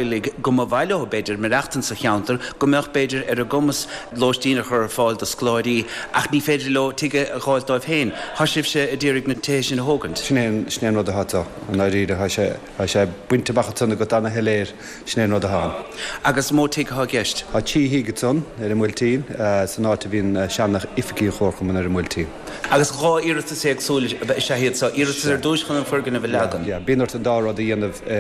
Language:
Irish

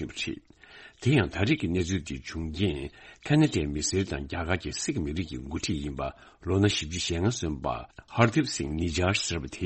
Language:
Tibetan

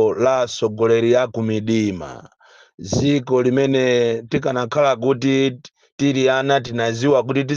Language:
Nyanja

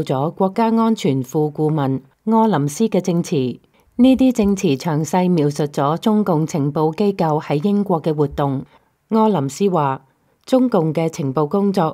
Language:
Cantonese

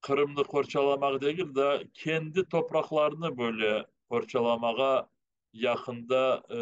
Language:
Crimean Tatar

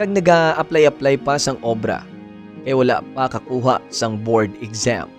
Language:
Hiligaynon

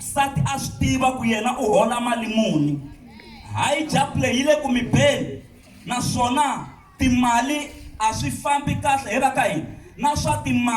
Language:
Tsonga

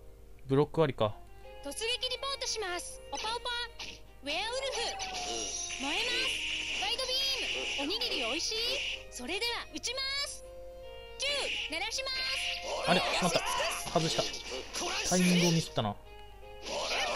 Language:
Japanese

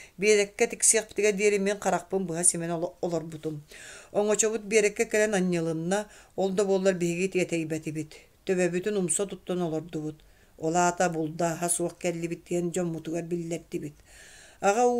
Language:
Yakut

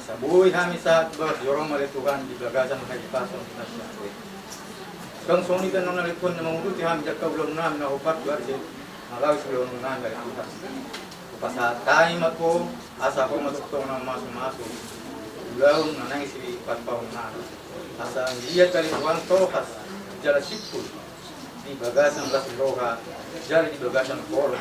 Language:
Batak Toba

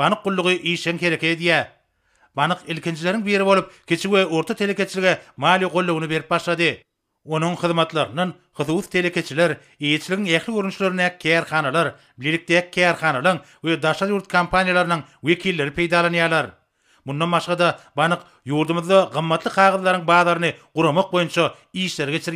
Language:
Turkmen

